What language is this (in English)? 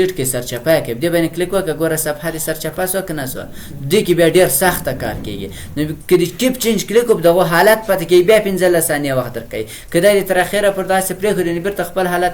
Pashto